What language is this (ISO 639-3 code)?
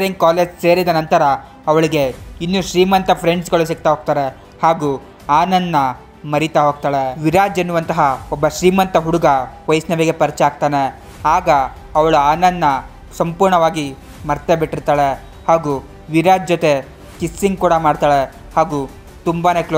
kan